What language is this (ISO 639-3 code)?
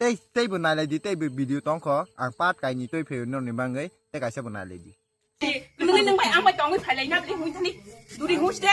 trp